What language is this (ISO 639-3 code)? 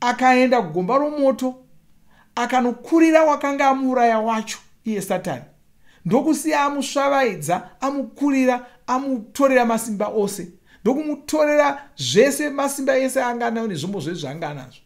sna